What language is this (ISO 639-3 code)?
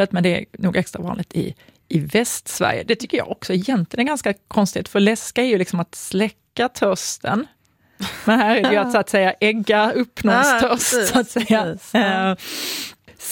swe